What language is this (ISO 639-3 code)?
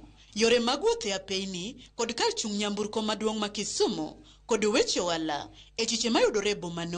luo